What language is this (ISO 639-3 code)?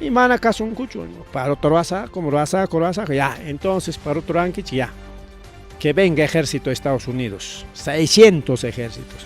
quy